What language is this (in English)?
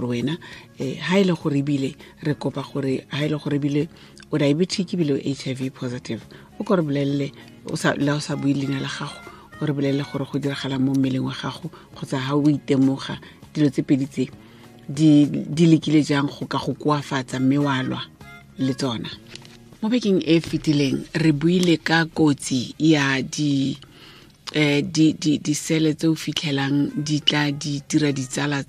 Tswana